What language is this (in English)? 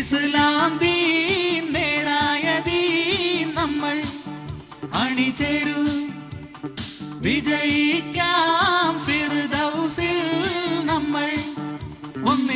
Malayalam